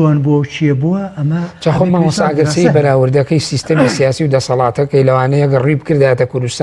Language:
Central Kurdish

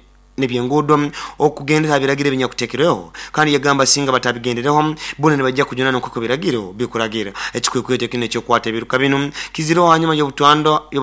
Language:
Nyoro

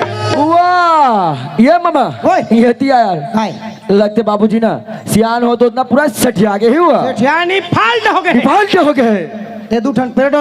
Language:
Chhattisgarhi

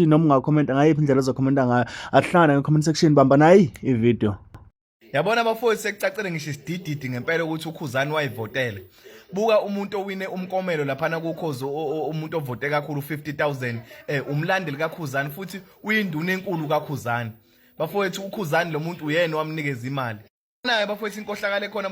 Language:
Zulu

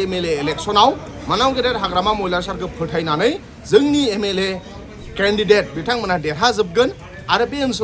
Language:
Bodo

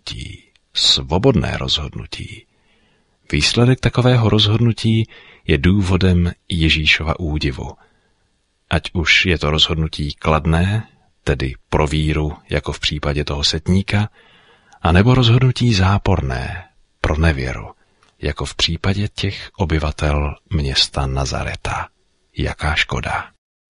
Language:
Czech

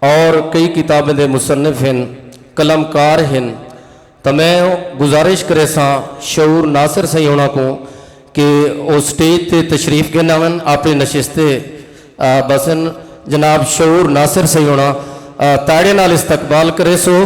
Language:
Saraiki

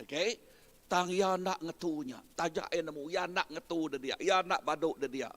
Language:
Iban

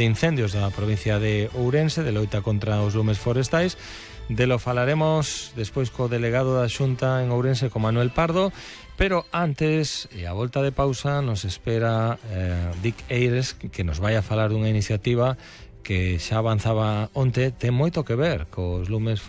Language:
Galician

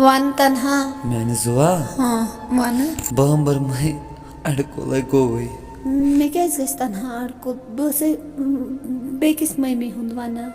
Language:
Kashmiri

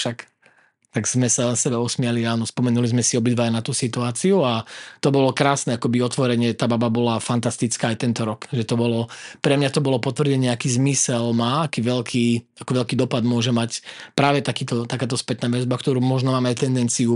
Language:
Slovak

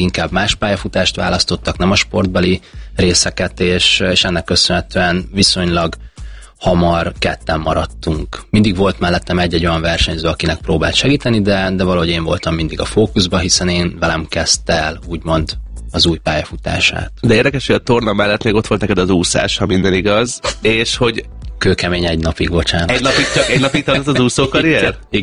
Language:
Hungarian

